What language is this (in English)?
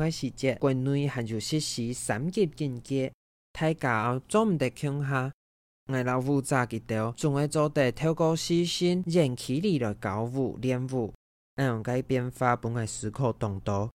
Hakka Chinese